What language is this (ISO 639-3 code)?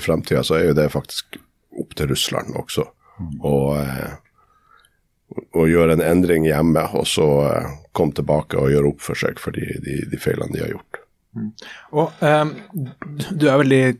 nor